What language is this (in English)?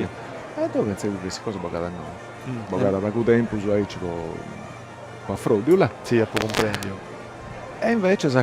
Sardinian